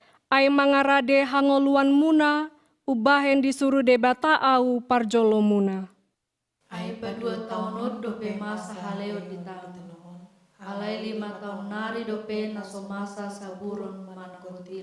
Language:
Batak Toba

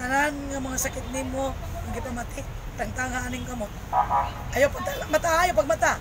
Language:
Cebuano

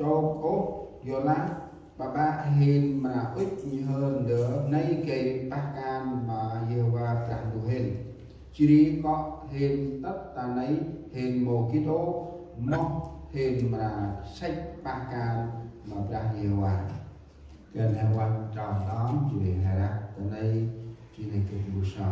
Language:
Central Mnong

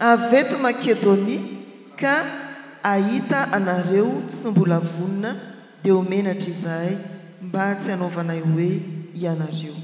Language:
Malagasy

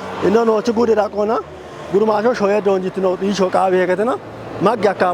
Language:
Kafa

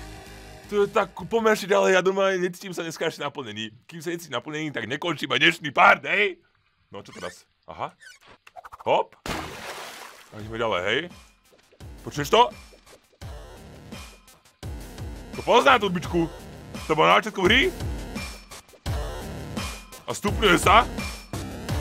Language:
Slovak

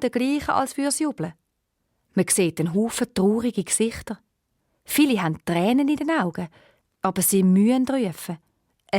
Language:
Swiss German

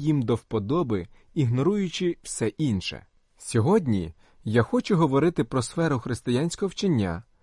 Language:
Ukrainian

